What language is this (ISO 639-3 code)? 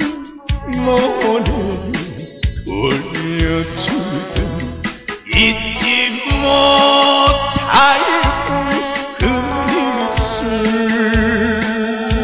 kor